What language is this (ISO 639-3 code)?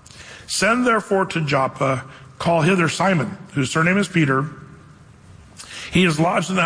eng